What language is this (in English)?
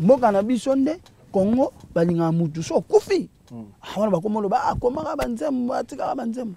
Lingala